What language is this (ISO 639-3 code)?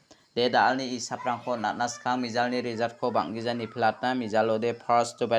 grt